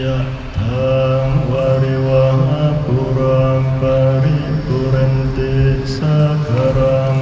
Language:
Northeastern Thai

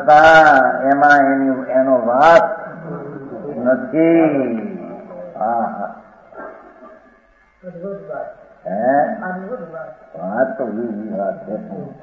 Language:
Gujarati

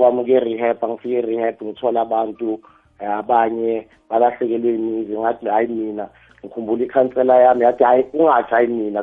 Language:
South Ndebele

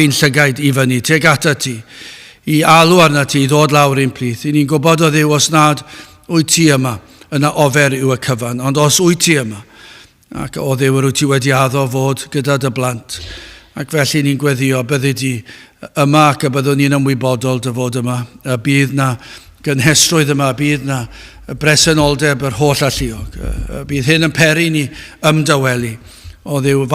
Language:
Welsh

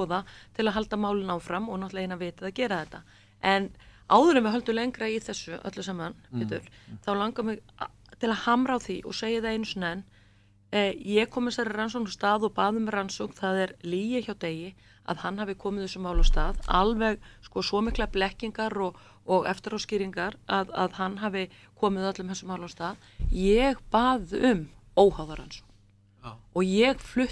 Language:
Icelandic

